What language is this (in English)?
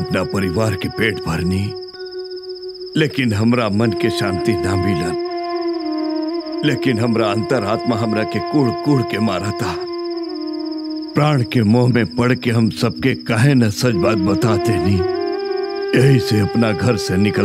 Bhojpuri